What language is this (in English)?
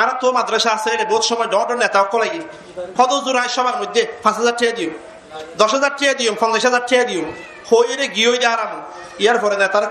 Rohingya